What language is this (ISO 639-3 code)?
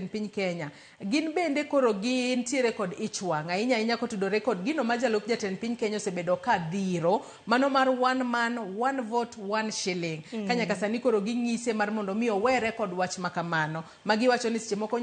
luo